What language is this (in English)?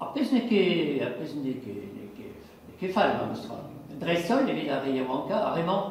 Breton